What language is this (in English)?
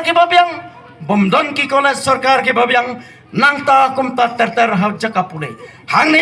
Khasi